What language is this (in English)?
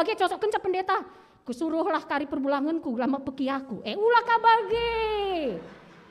Batak Karo